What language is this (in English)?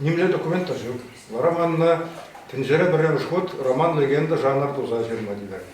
Chuvash